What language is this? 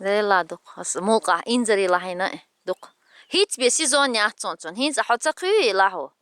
Chechen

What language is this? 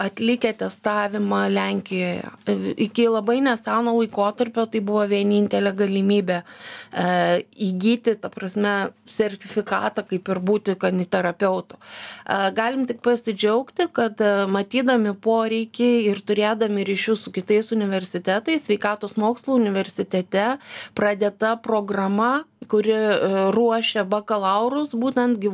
Lithuanian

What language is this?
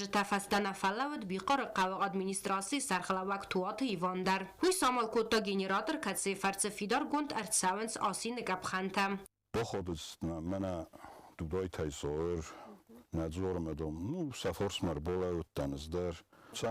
Ossetic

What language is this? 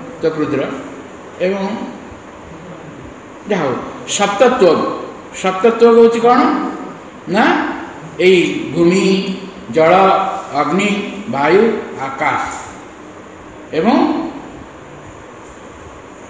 Odia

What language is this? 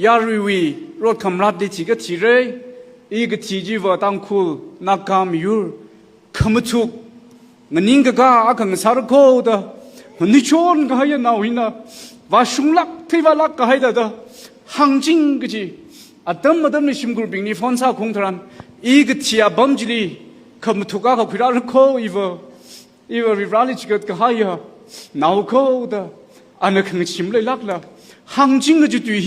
Tangkhul Naga (India)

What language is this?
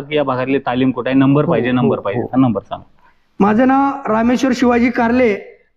Marathi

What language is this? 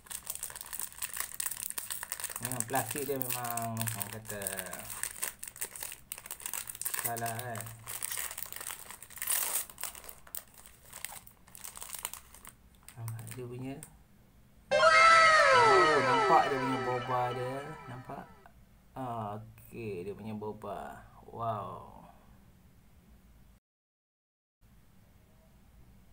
Malay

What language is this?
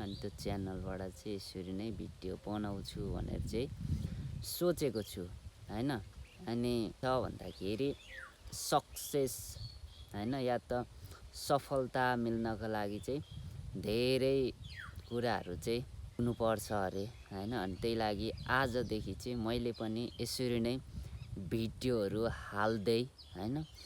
Nepali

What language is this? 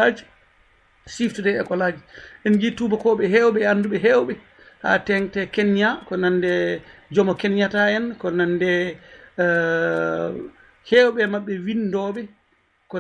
Fula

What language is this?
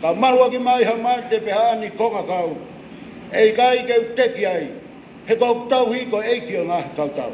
Tongan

